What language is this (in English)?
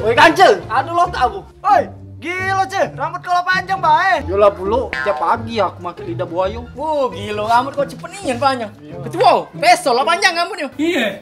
Musi